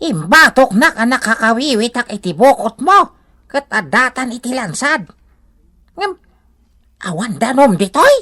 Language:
Iloko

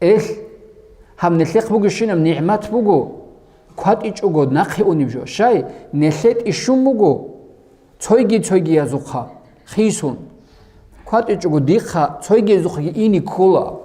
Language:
Avaric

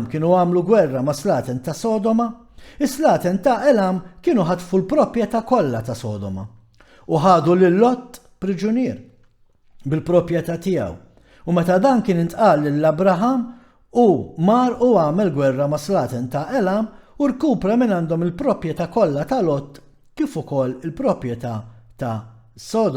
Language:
Maltese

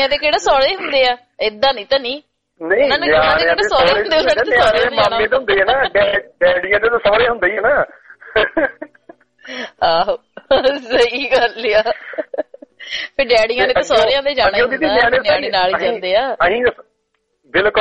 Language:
Punjabi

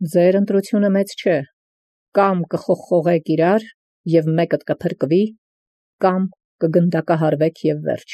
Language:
Armenian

